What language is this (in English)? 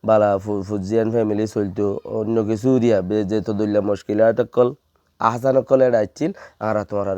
Rohingya